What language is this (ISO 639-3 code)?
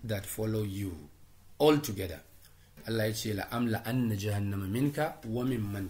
hau